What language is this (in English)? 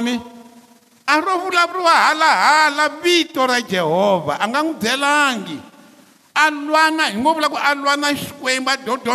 Tsonga